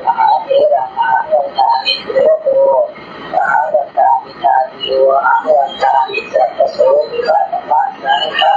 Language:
Pali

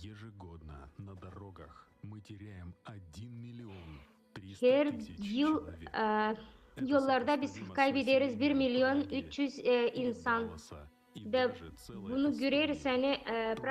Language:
Gagauz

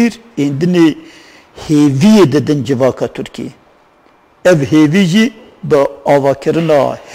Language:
Kurdish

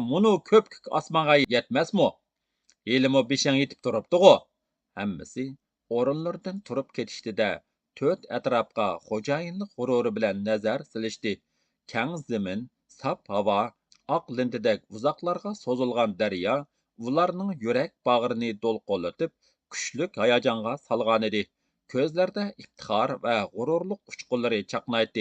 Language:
Uyghur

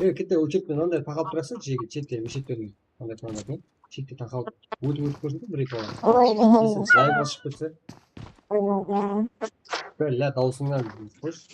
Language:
Kara-Kalpak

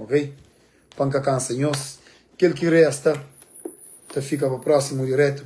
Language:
Kabuverdianu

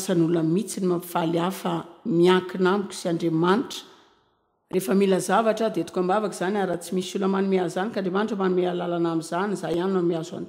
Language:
Malagasy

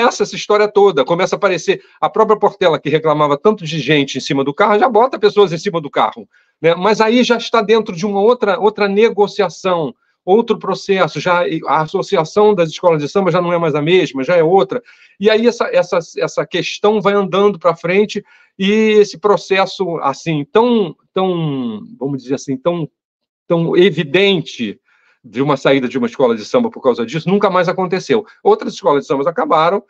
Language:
Portuguese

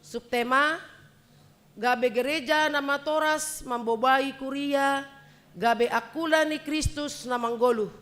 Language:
Batak Simalungun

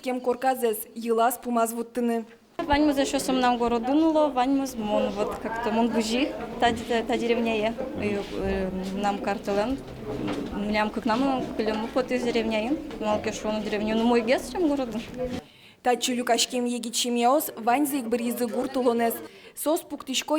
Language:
Udmurt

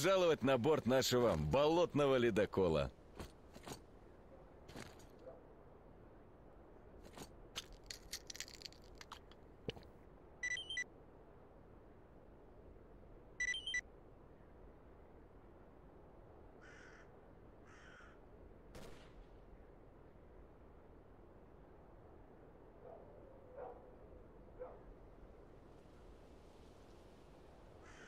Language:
Russian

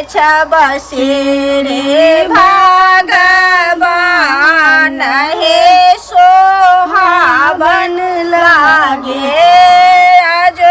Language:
Maithili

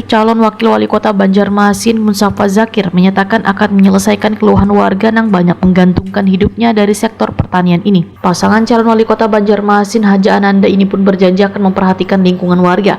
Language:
Banjar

